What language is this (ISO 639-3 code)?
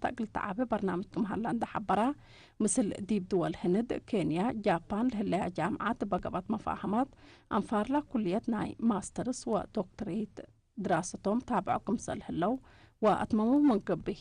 tig